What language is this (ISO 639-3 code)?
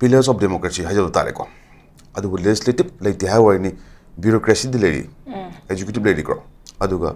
mni